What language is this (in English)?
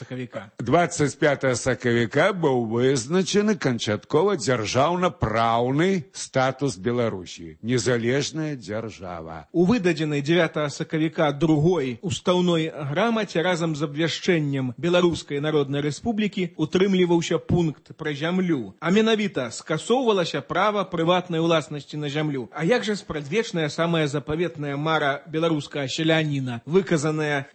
Belarusian